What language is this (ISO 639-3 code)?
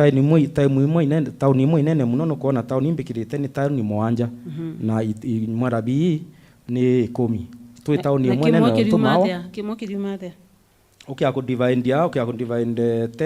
mer